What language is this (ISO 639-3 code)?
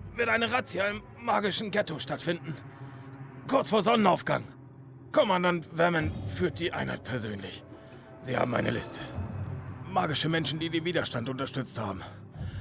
gsw